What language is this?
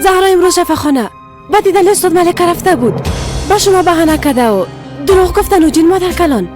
Persian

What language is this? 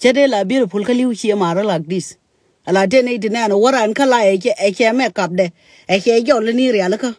Nuer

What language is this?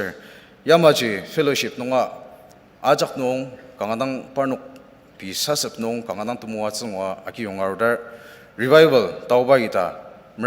Ao Naga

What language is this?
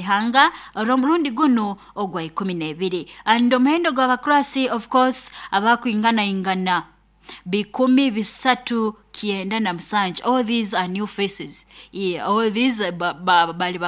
Nyoro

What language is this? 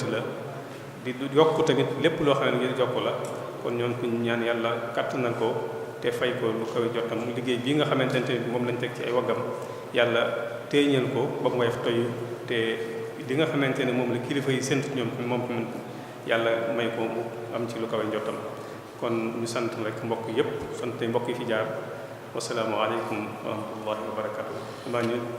Wolof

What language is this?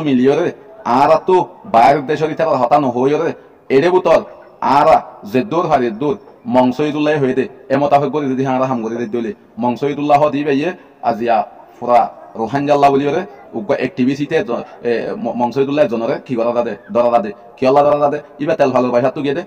Rohingya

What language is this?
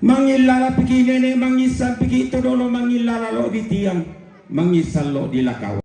Toraja-Sa'dan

